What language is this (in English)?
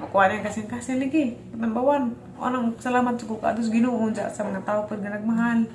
Cebuano